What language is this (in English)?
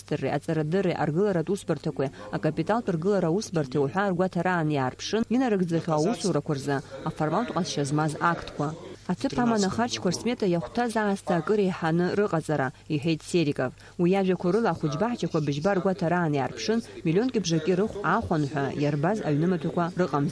Abkhazian